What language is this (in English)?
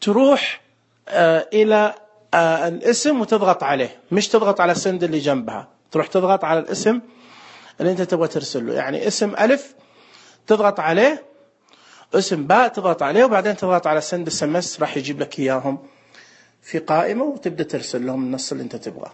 Najdi Arabic